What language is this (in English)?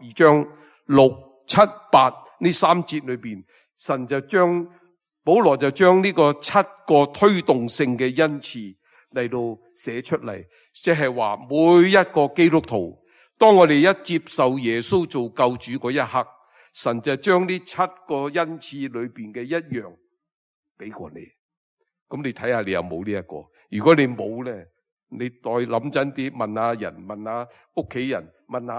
Cantonese